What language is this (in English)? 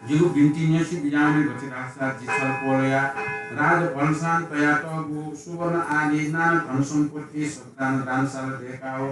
Newari